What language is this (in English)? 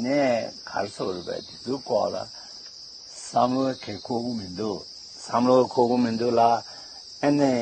Tibetan